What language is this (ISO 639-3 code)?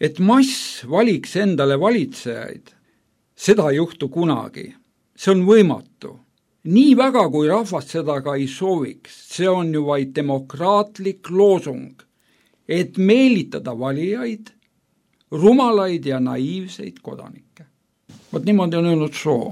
est